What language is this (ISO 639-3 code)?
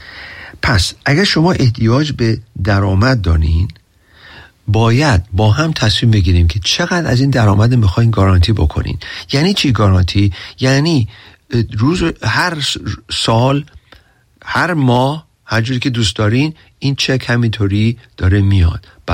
fas